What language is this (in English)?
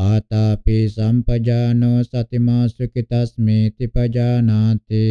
Pali